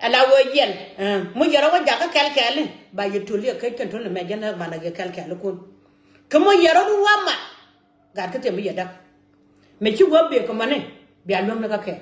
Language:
Nuer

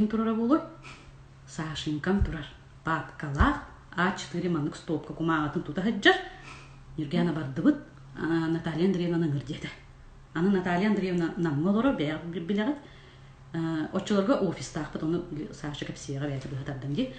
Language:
Yakut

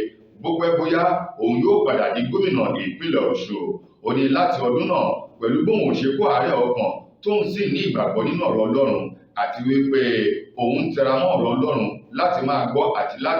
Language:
Yoruba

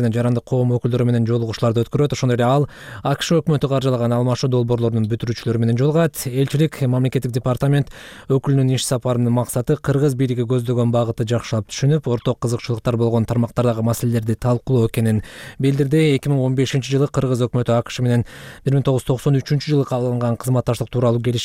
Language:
Kyrgyz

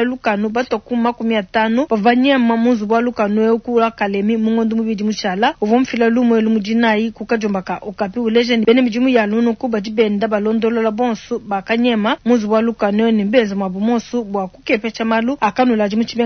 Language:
Luba-Lulua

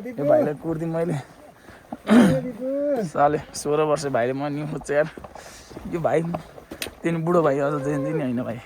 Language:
Nepali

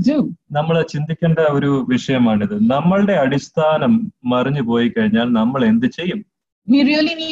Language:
Malayalam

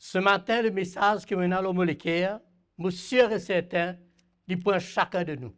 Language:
Morisyen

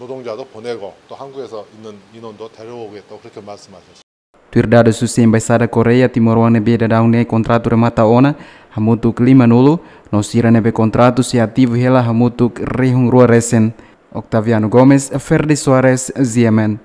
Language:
Tetum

